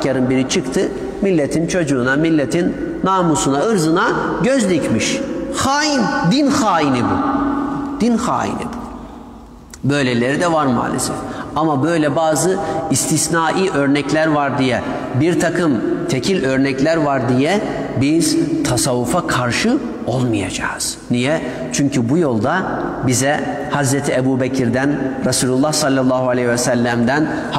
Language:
Turkish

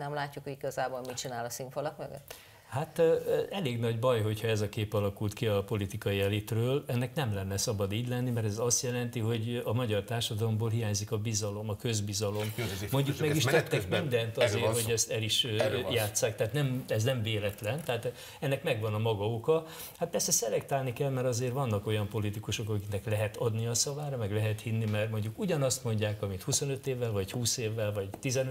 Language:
Hungarian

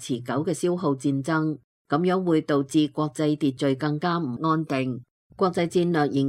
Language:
Cantonese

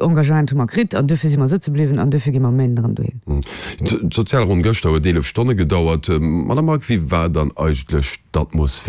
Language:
Luxembourgish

